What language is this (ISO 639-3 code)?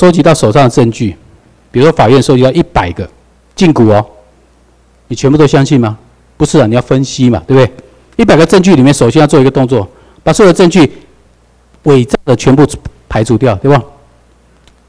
zho